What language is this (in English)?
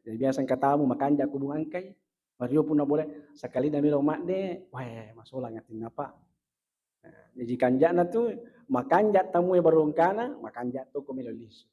Buginese